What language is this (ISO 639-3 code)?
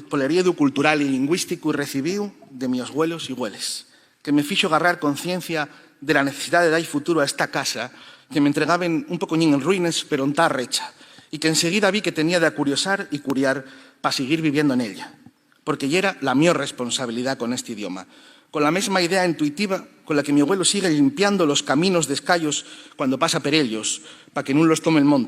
ast